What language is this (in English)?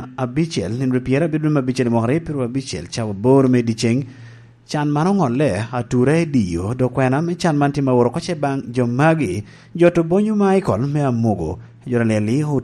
Lango (Uganda)